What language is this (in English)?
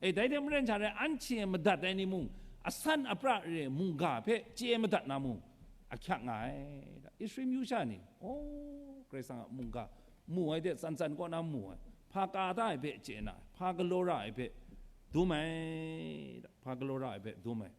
Kachin